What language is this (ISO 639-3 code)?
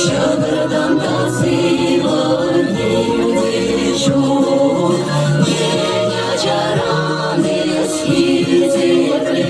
chv